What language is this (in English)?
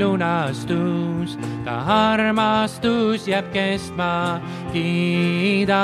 Estonian